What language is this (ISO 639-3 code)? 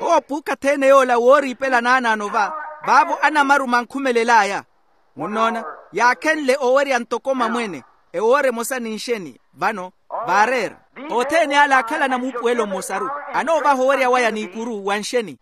vmw